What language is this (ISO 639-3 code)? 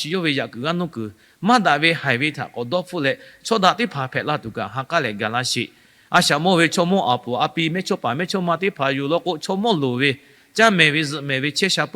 lhu